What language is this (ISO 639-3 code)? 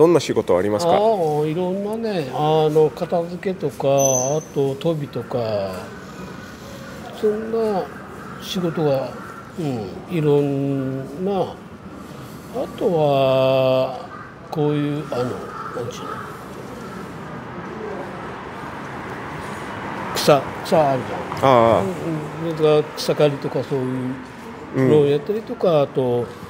jpn